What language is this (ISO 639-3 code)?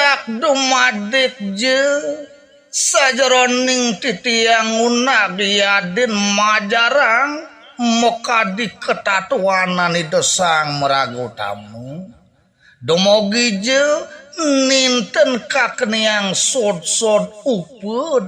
ban